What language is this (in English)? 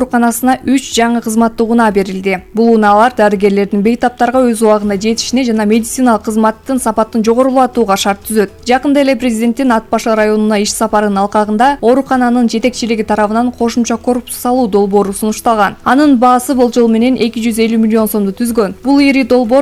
Kyrgyz